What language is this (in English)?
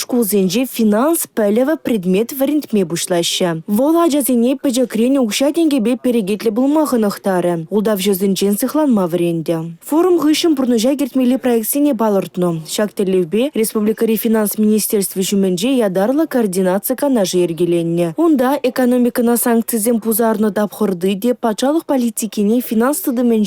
Chuvash